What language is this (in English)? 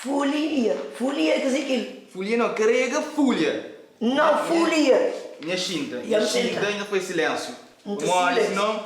Kabuverdianu